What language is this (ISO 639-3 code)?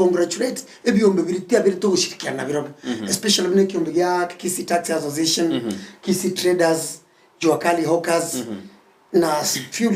guz